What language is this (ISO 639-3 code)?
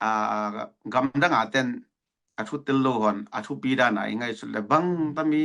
ctd